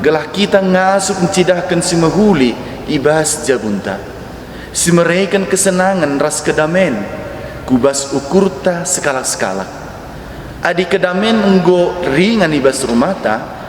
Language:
Batak Karo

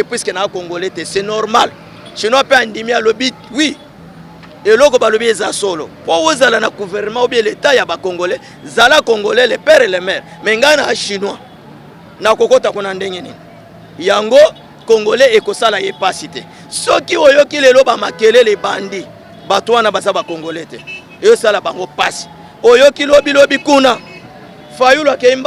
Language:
Lingala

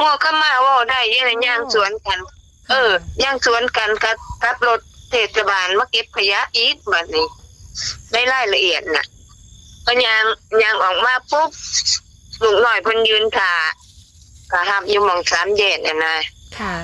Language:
Northeastern Thai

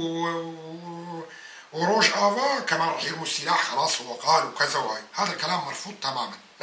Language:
North Levantine Arabic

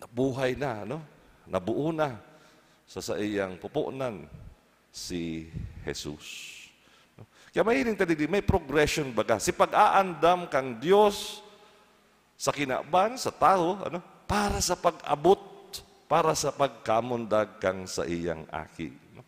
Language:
Bikol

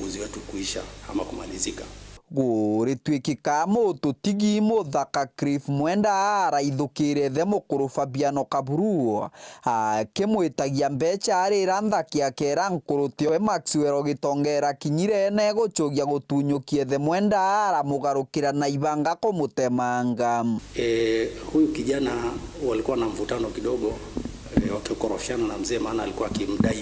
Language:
Meru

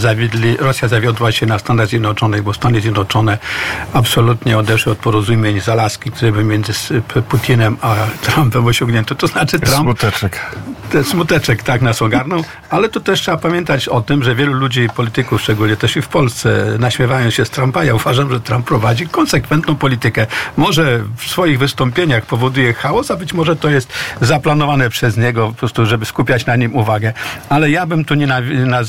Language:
Polish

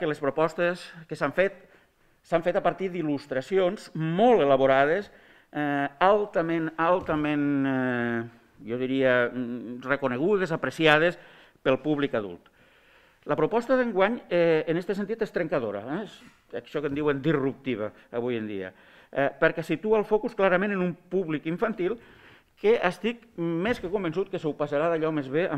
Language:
Catalan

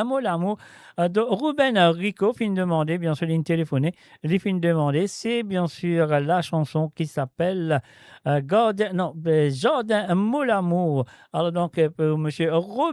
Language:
Morisyen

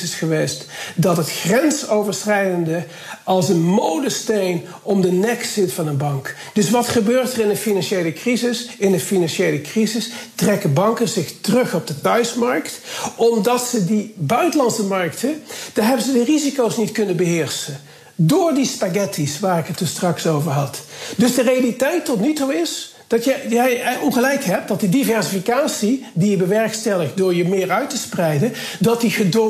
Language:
Dutch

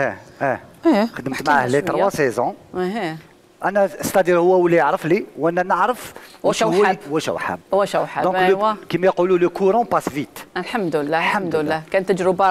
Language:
Algerian Arabic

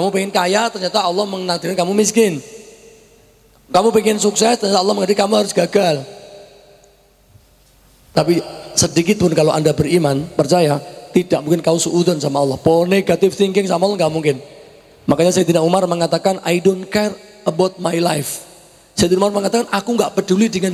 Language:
Indonesian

